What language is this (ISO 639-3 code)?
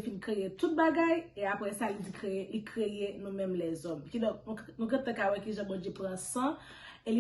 hat